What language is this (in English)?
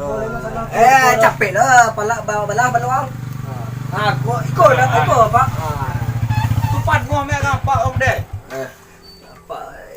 Minangkabau